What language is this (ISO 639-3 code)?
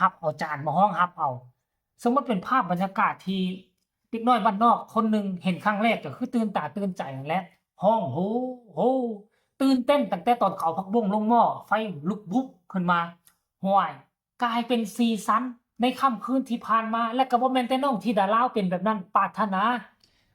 lao